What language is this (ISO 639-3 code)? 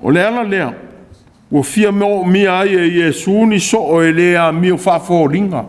smo